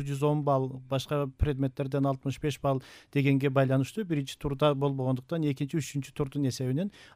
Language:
Kyrgyz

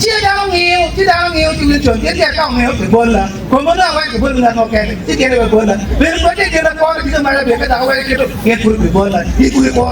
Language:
Acoli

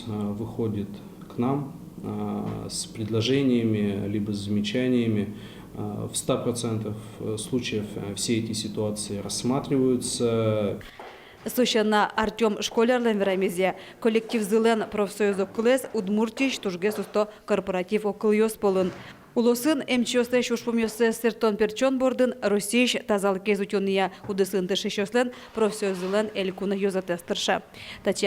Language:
Udmurt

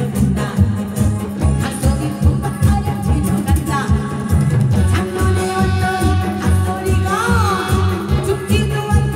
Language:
Korean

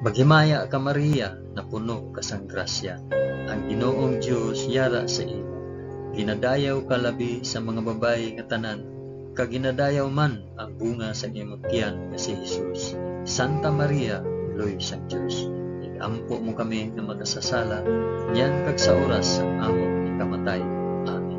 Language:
Hiligaynon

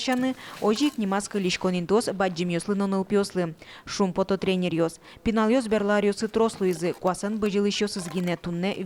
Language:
Udmurt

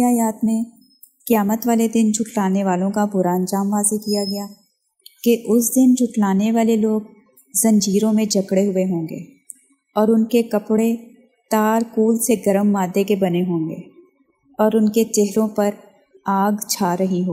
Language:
Urdu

